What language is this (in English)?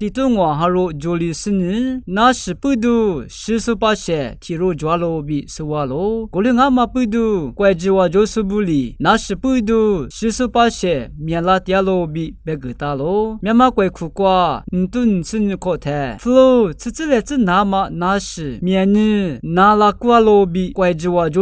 Lisu